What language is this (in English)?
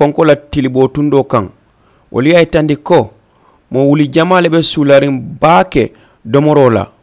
Mandingo